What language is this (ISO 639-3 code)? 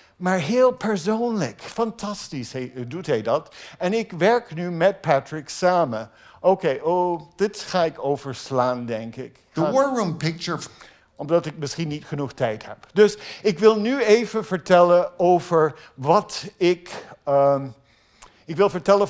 nld